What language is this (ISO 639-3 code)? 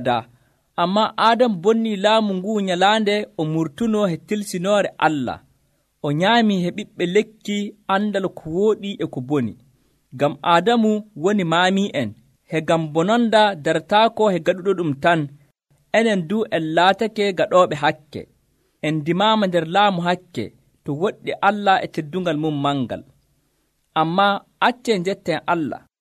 fuv